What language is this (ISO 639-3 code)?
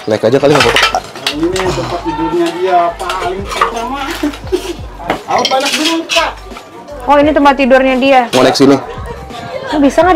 ind